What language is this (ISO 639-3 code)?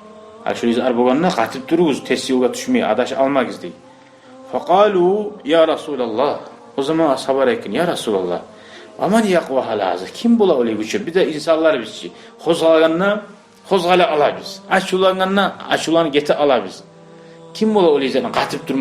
kum